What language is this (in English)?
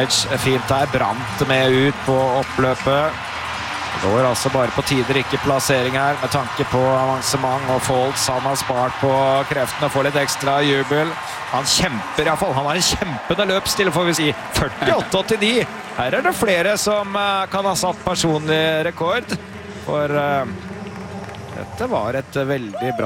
Norwegian